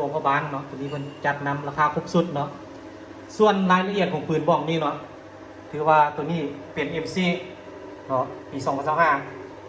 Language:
Lao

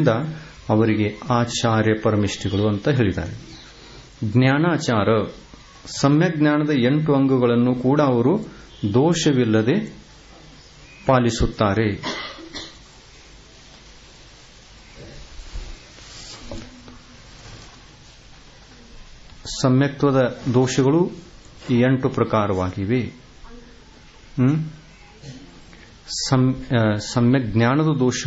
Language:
Kannada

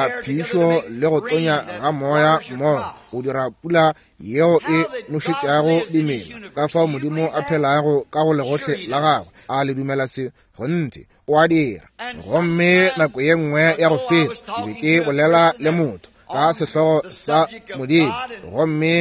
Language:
Northern Sotho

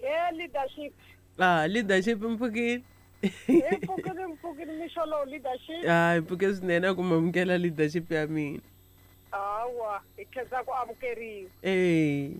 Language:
Tsonga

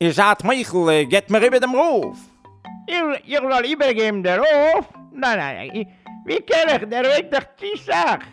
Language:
Yiddish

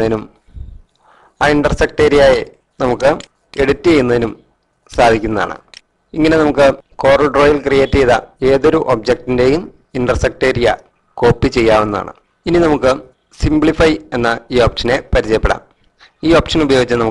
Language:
Malayalam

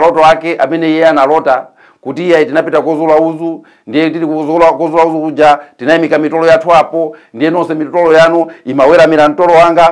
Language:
Nyanja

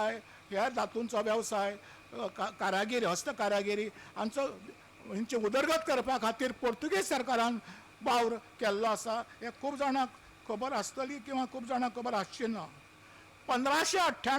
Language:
Konkani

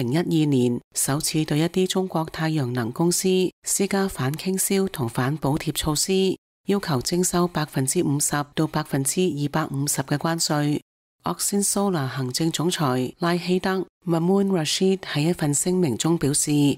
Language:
Cantonese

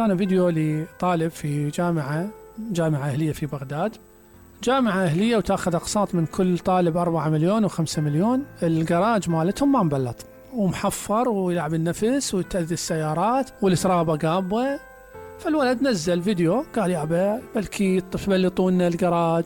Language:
Mesopotamian Arabic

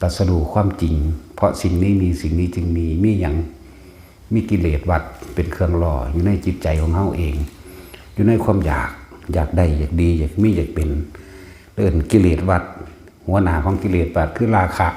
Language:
Northeastern Thai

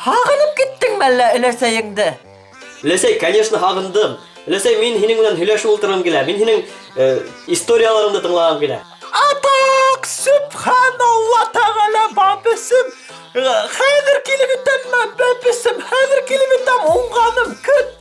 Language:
Bashkir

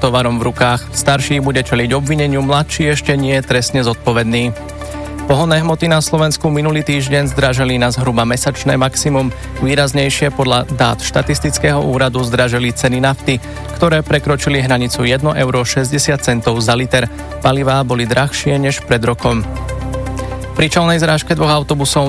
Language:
Slovak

